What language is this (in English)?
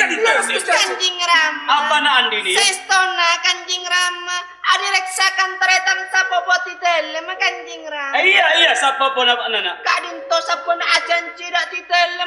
Madurese